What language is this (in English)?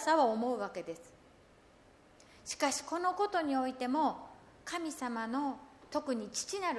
Japanese